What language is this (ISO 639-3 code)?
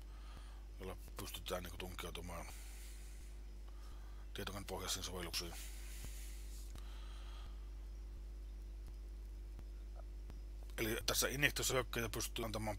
fin